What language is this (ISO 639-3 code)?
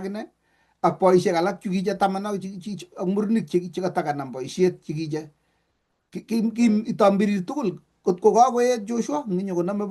kln